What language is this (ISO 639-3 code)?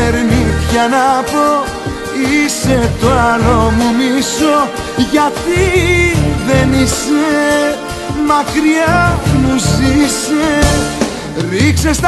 ell